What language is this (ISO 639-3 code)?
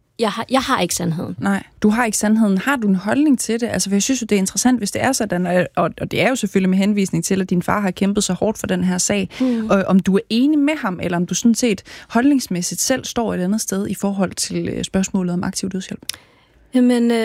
dan